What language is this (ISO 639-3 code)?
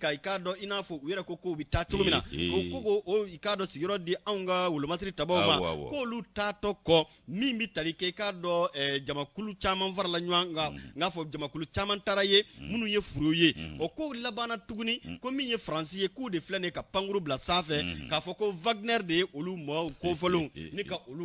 bam